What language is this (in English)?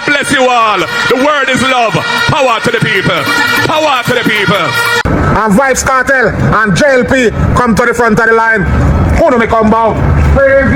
Jamaican Creole English